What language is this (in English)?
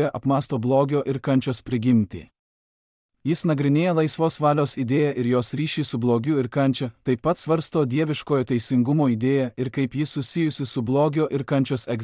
Lithuanian